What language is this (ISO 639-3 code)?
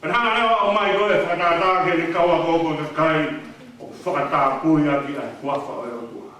ton